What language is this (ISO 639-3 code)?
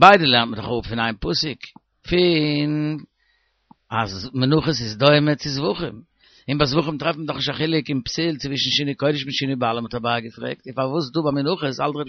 yid